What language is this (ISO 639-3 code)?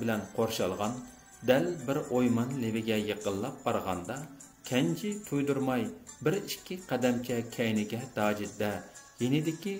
uig